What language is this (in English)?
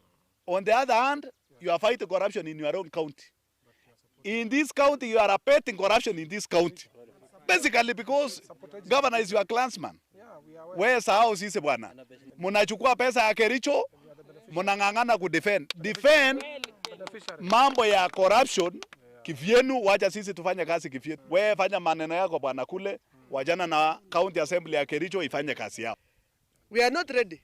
Gusii